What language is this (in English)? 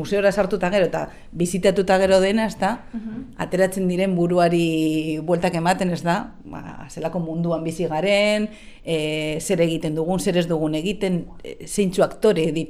Basque